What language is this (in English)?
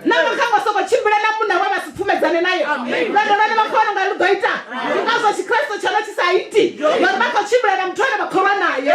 Venda